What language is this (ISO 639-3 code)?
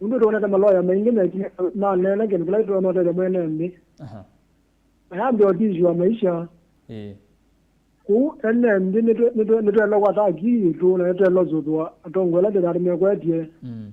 kam